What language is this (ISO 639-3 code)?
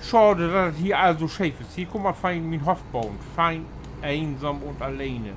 nds